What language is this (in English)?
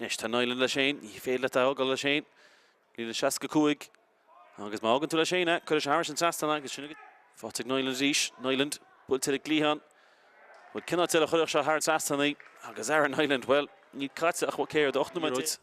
Irish